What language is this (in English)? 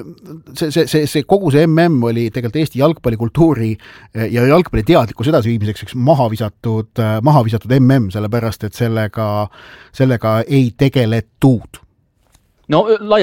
Estonian